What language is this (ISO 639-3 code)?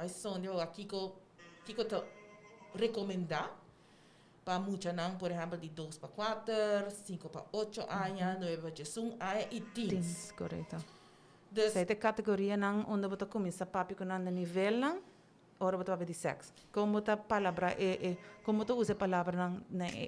pap